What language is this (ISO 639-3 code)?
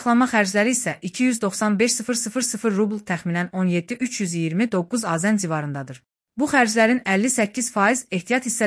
aze